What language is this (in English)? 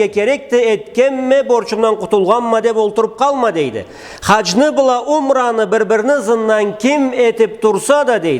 Karachay-Balkar